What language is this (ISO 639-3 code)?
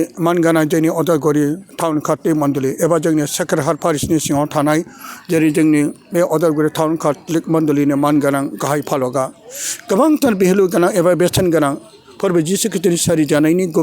brx